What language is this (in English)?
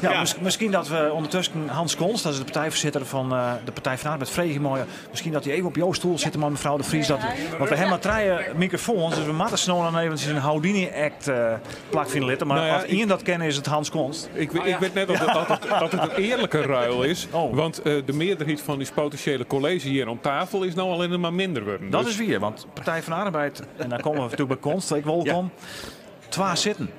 Western Frisian